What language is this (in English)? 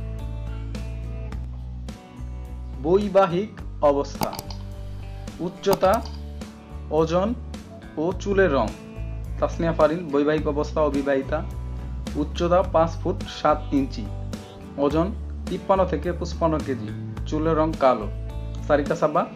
Bangla